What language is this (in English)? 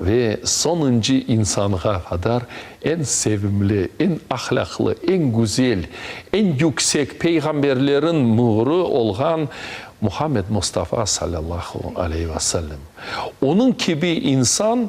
Crimean Tatar